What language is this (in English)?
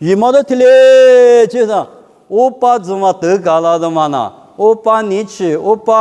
Lisu